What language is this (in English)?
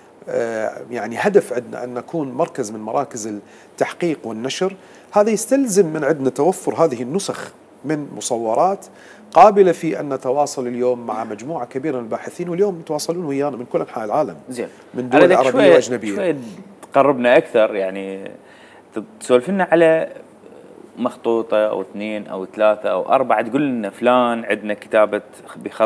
Mesopotamian Arabic